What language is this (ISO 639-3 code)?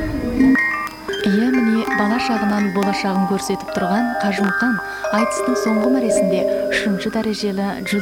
kaz